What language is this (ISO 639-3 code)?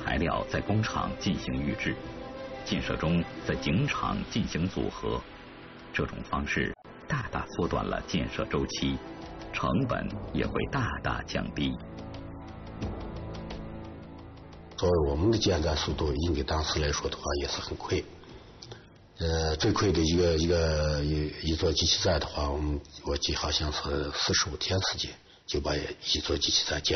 zho